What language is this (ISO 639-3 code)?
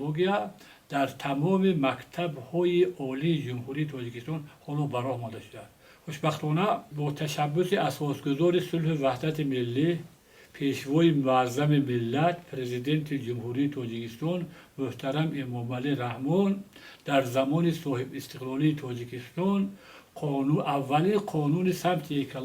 tgk